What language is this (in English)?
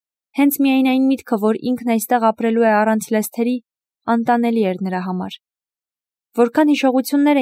Armenian